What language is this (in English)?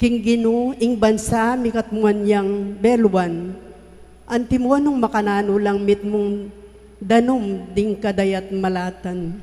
Pampanga